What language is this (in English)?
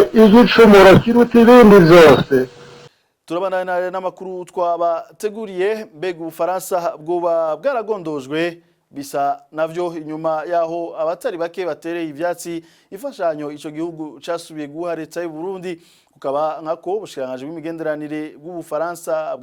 Rundi